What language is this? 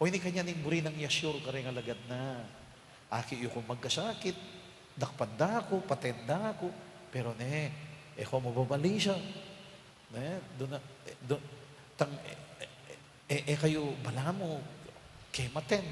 Pampanga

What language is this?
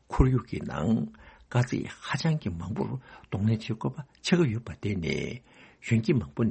Tibetan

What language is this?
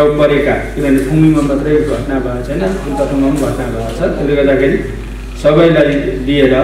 Nepali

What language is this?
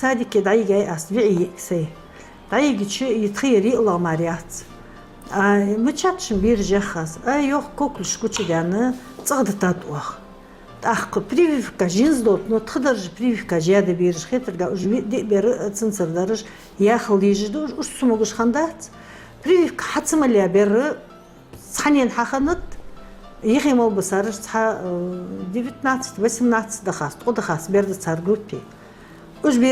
Ingush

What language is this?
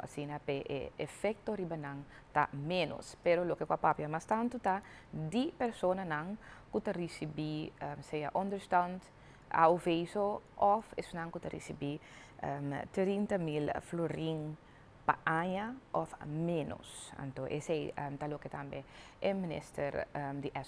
Papiamento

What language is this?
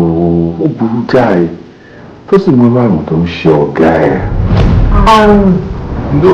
Yoruba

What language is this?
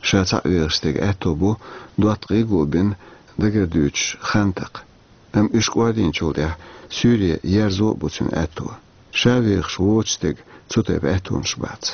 Chechen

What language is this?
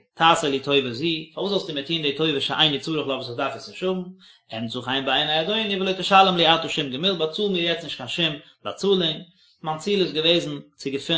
Yiddish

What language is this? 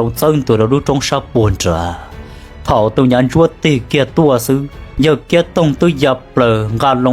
Hmong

